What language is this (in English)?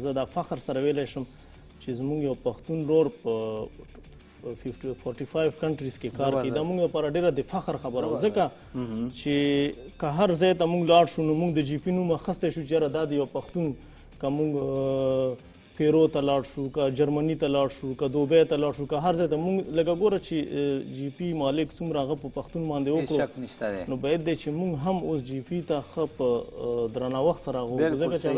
Pashto